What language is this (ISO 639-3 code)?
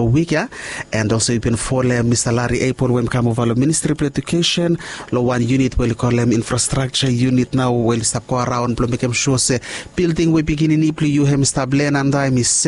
bis